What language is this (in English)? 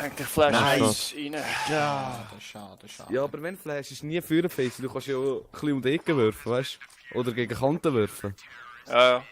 Swiss German